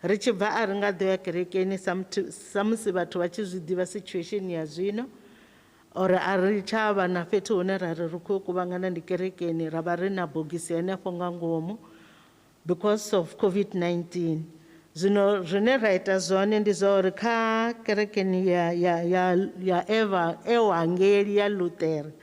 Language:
Venda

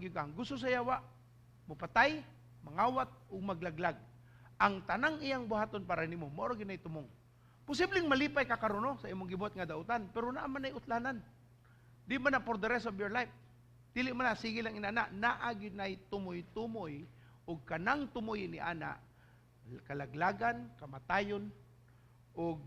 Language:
Cebuano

